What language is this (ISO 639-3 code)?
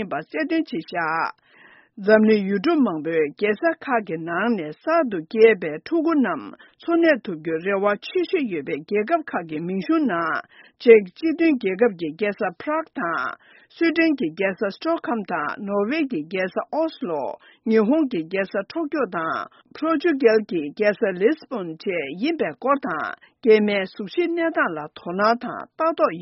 bod